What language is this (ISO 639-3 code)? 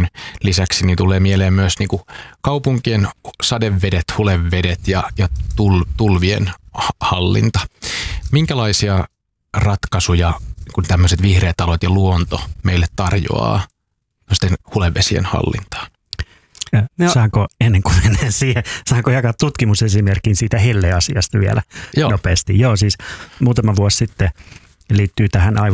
fin